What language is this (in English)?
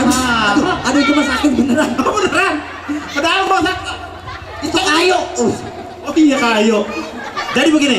Betawi